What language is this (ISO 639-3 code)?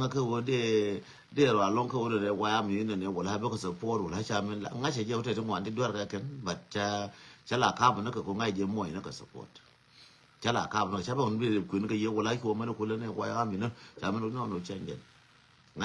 nus